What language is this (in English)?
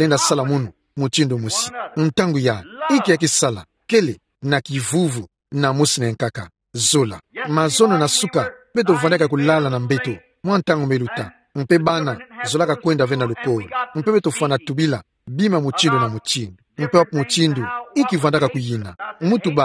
Kituba (Democratic Republic of Congo)